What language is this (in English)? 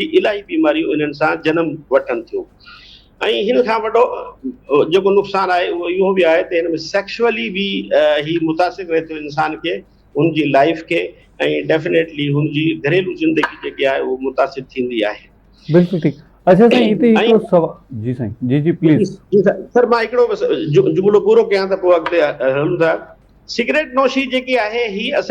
Sindhi